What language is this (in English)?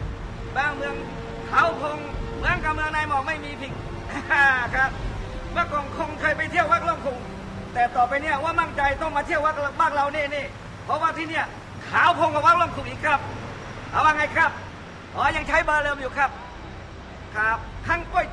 Thai